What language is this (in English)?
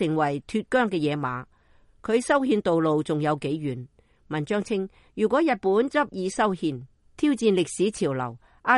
Cantonese